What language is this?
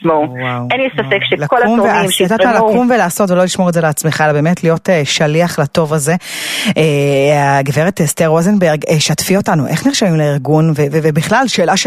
Hebrew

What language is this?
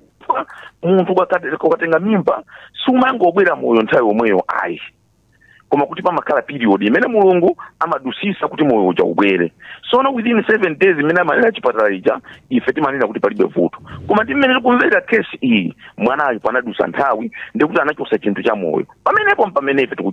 Nyanja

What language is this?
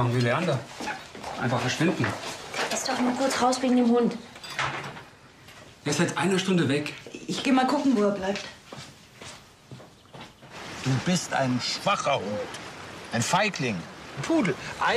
German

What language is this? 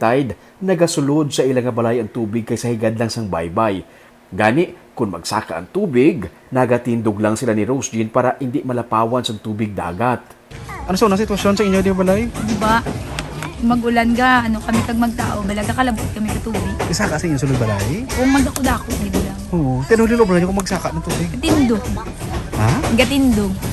Hiligaynon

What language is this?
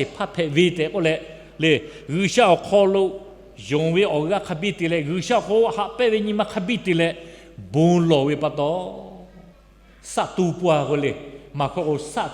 Lahu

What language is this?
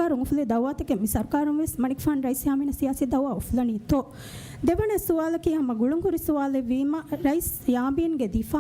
Divehi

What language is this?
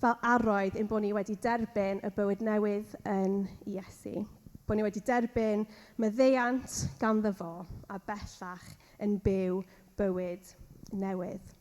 Welsh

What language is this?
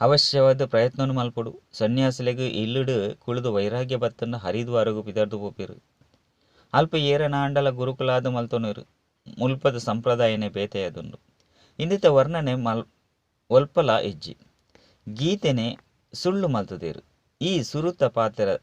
Tulu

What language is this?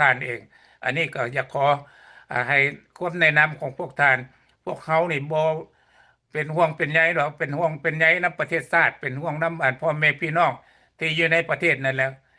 Lao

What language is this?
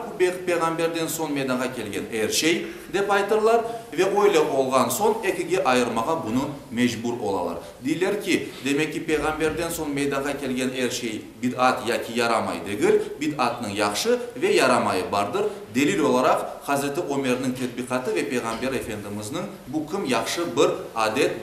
Crimean Tatar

